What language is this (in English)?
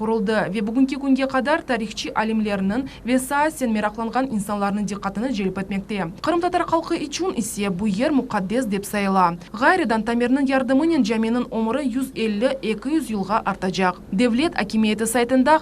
Crimean Tatar